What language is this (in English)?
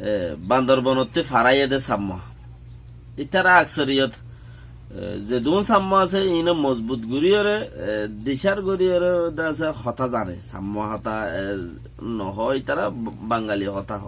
Rohingya